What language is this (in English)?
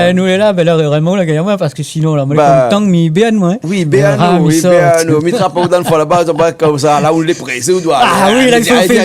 Réunion Creole French